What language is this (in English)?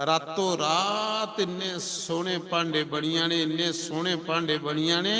Dogri